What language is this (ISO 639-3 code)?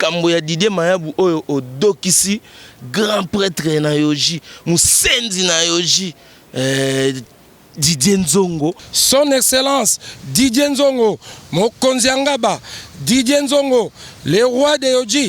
lin